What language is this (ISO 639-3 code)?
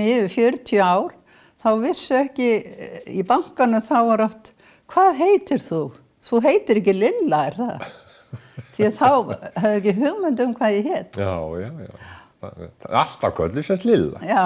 isl